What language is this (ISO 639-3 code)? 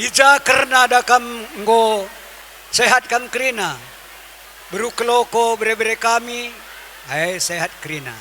btx